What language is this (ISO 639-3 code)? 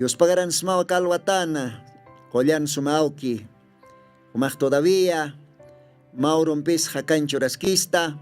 aym